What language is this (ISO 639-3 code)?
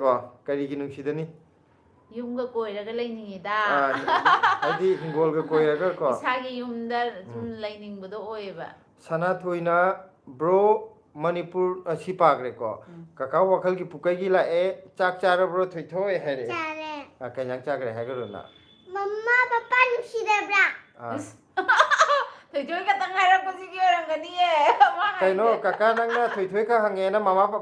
mni